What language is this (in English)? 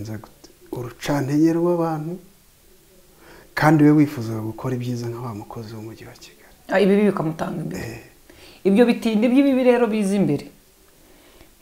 Kinyarwanda